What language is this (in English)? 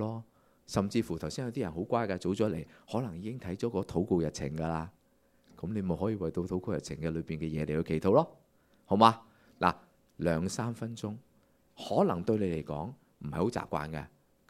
Cantonese